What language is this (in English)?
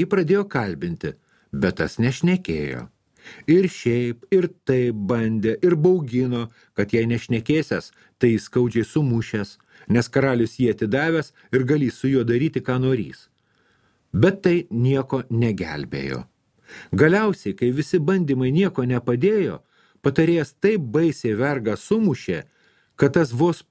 Lithuanian